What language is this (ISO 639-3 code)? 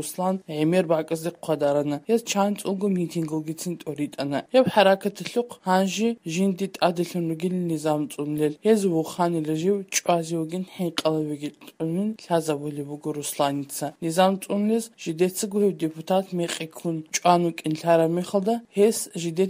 kat